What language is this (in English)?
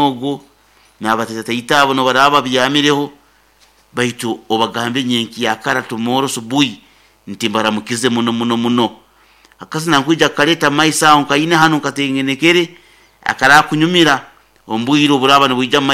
Nyoro